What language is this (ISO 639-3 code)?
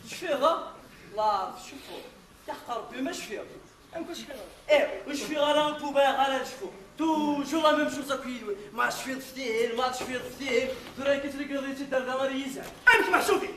kab